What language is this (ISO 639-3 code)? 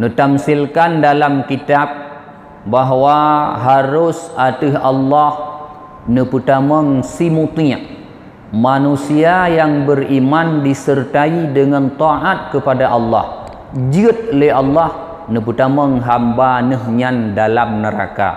ace